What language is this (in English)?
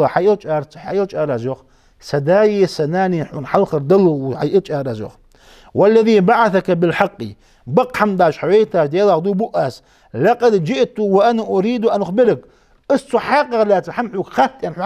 Ingush